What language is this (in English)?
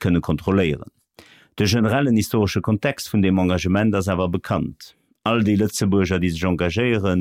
Luxembourgish